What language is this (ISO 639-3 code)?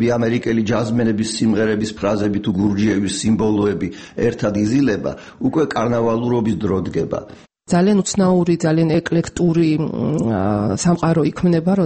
kat